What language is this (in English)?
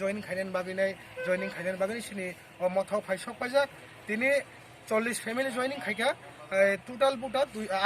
Kok Borok